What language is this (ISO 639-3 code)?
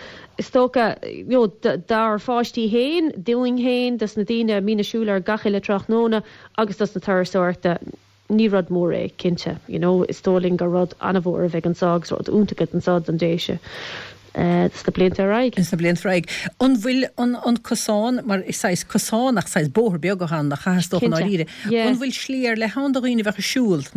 gle